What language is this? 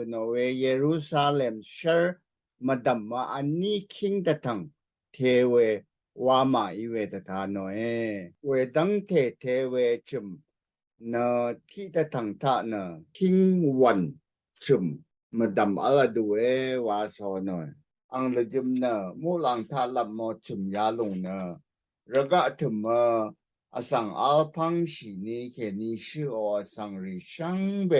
Rawang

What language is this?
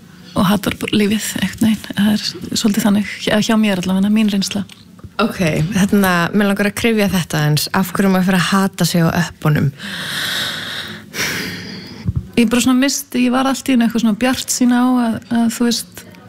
Icelandic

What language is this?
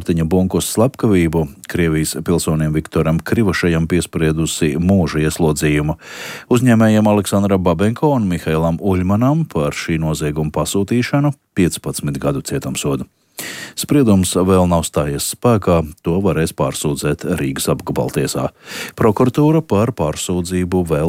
Latvian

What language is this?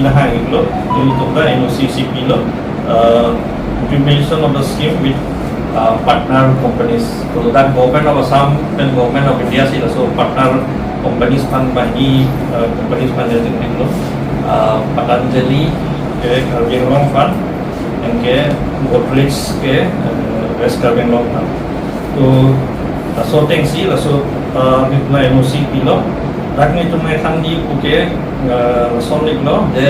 Karbi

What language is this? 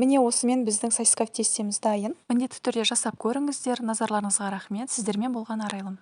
Kazakh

